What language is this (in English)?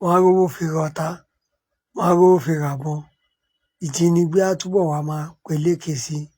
Yoruba